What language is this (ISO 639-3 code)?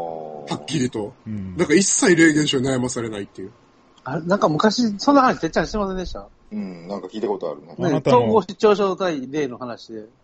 jpn